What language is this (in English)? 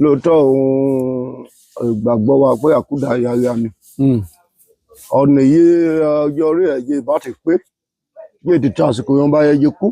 Yoruba